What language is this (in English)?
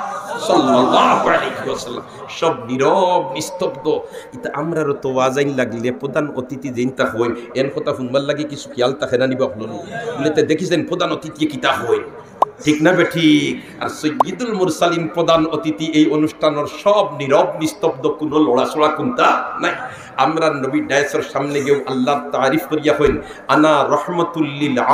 Sylheti